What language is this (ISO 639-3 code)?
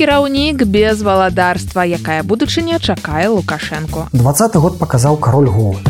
bel